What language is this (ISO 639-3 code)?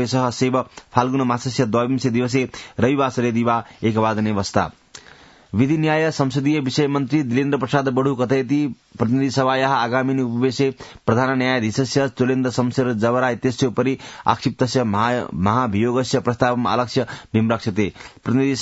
san